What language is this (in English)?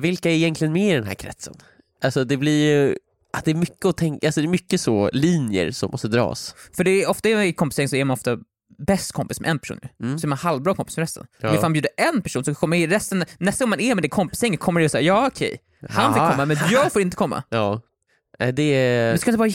Swedish